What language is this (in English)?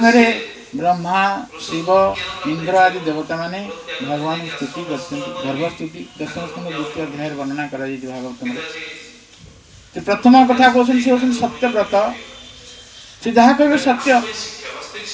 Odia